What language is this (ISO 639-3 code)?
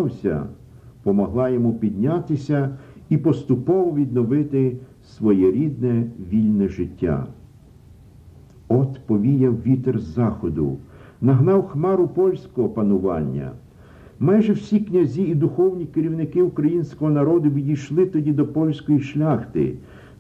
ukr